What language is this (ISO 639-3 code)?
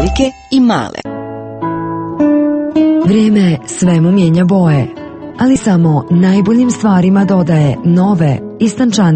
hrv